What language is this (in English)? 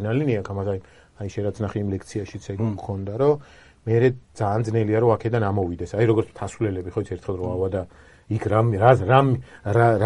Georgian